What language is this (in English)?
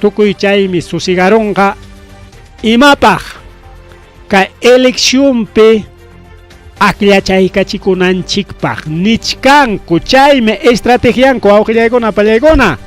Ayacucho Quechua